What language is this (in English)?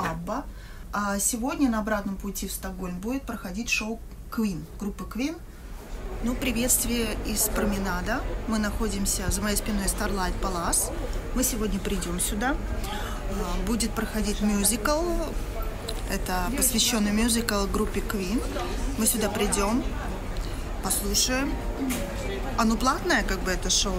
Russian